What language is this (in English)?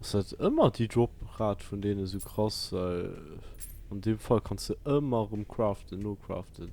Luxembourgish